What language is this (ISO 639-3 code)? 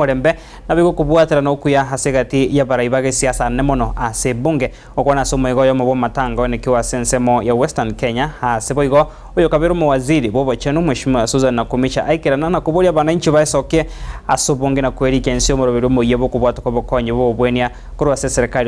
guz